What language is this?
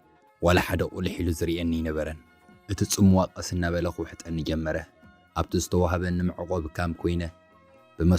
Tigrinya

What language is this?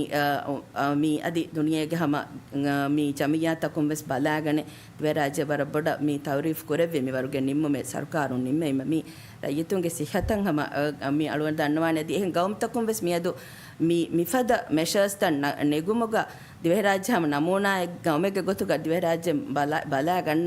Divehi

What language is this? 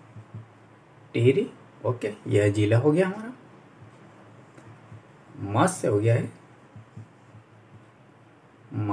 Hindi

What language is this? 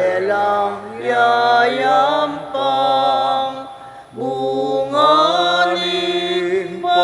Pampanga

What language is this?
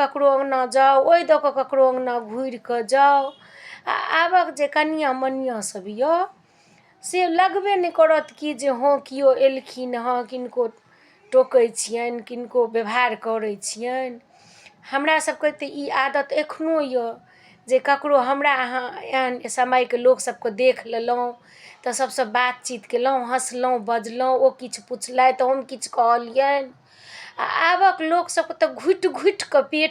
Maithili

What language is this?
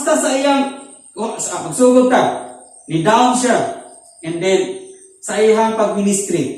Cebuano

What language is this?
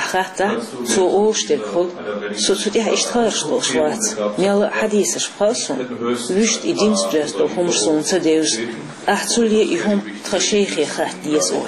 Chechen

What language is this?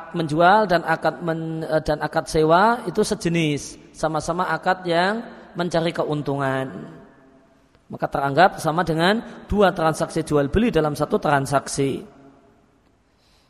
Indonesian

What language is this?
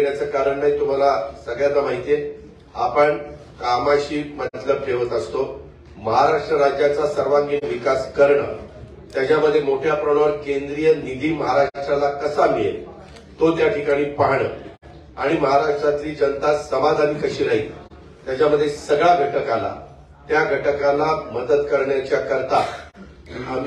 Marathi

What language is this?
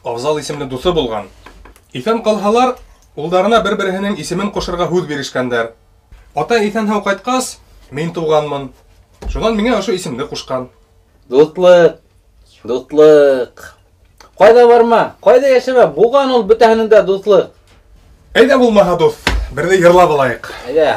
Bashkir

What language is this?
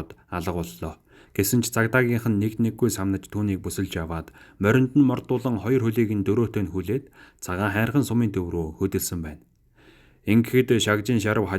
Mongolian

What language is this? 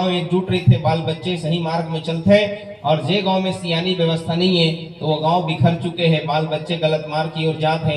Chhattisgarhi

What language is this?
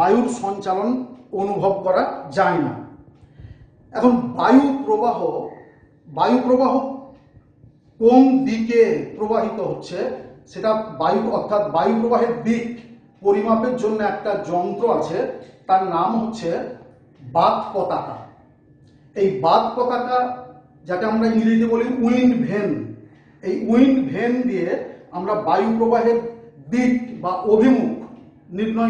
Bangla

